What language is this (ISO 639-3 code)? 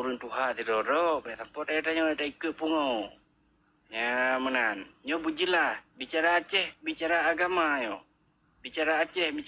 ace